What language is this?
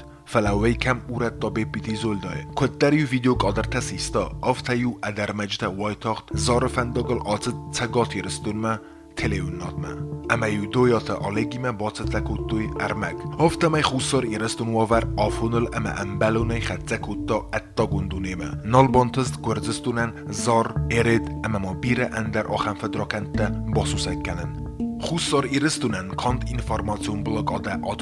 Ossetic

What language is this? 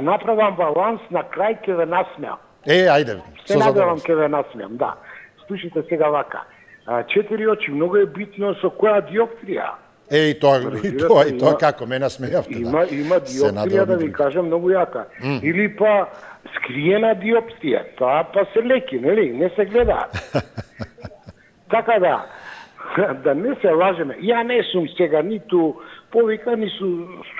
Macedonian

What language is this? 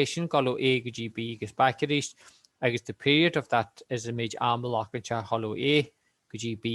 Irish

